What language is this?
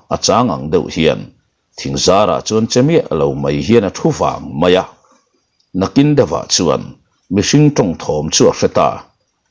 Mizo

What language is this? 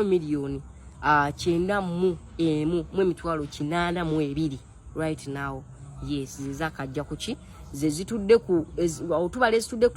Ganda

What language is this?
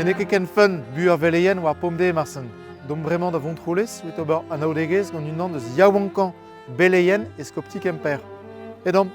Breton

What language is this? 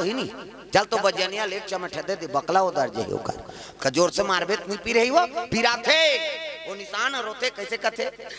Chhattisgarhi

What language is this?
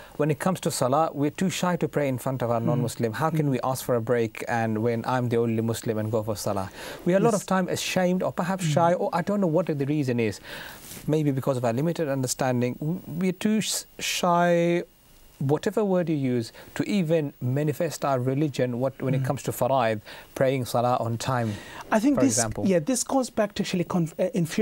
English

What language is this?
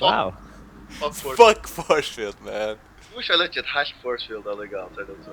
Faroese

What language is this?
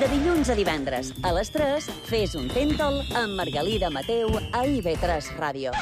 Catalan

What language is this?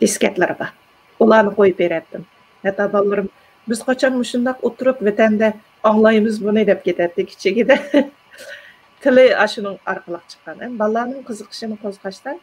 Uyghur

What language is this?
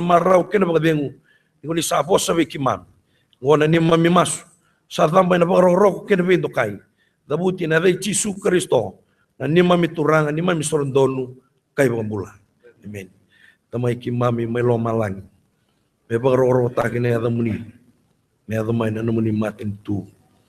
Fijian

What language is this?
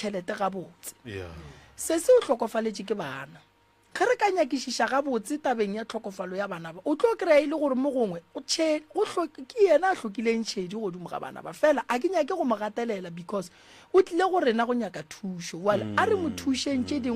Northern Sotho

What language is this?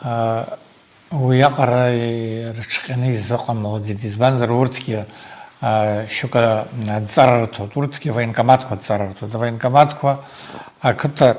Abkhazian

